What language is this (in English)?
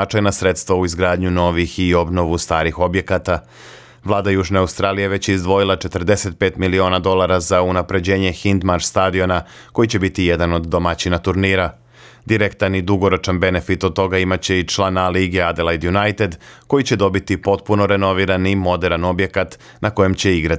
Serbian